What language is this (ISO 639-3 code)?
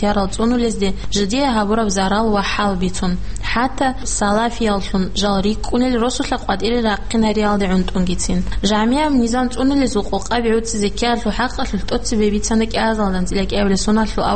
ava